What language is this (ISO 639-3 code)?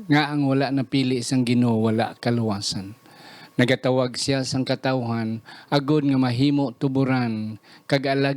hil